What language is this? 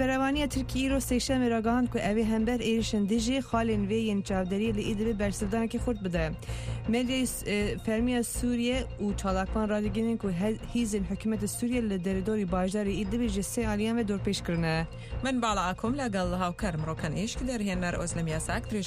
Central Kurdish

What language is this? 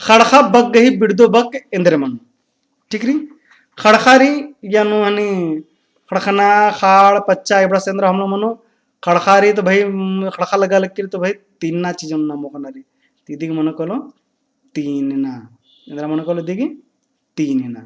Kurukh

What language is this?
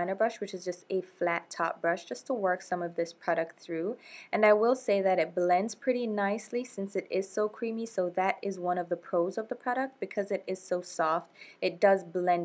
English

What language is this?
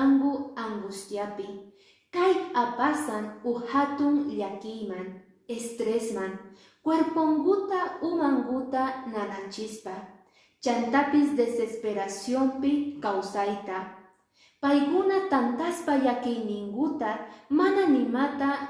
Quechua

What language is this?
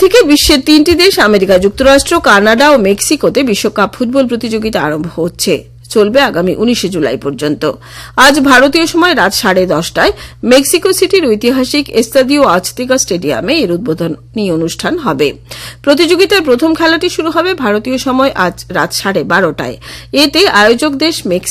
Bangla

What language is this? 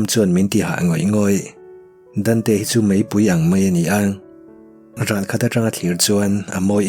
Mizo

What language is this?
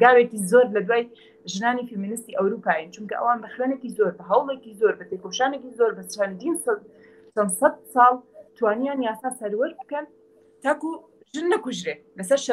Central Kurdish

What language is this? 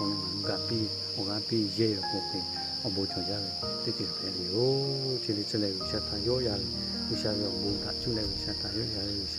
Lahu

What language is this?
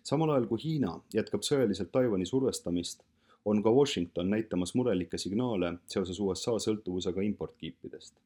Estonian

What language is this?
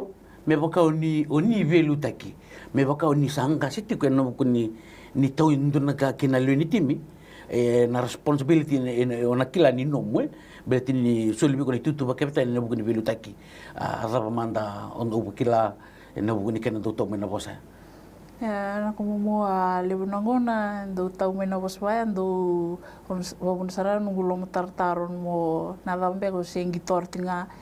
Fijian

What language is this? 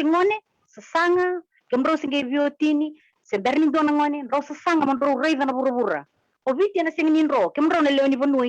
Fijian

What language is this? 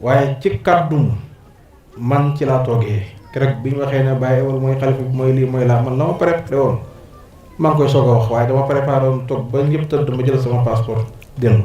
Wolof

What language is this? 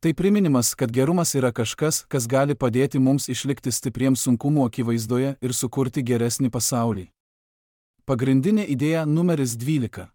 Lithuanian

